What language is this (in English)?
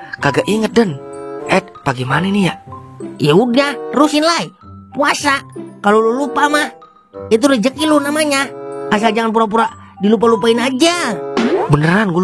Betawi